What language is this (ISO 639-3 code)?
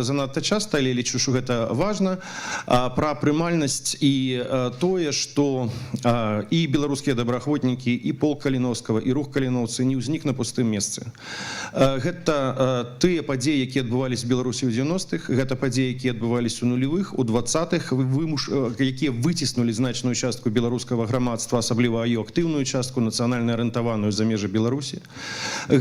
bel